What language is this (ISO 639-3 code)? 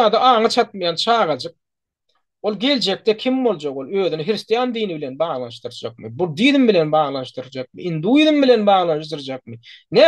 tuk